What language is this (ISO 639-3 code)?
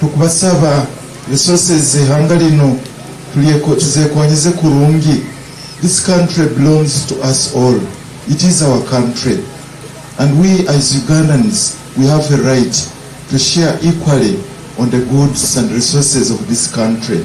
nyn